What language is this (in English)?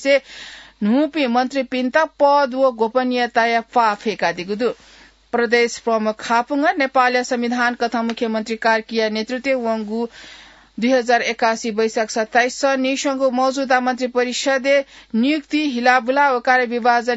Newari